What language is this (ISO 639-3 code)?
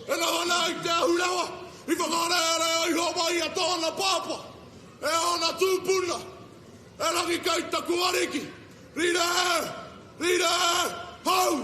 mri